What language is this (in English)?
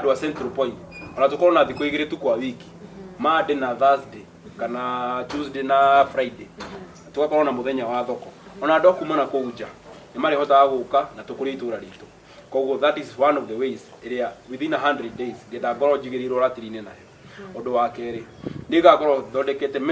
Kikuyu